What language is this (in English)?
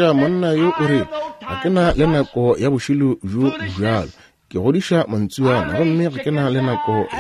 Northern Sotho